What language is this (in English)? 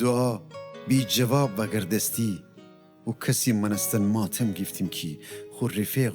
Gilaki